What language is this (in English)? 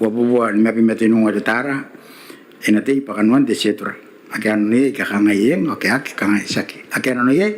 Gilbertese